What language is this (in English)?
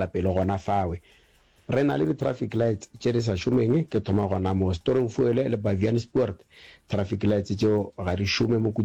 Northern Sotho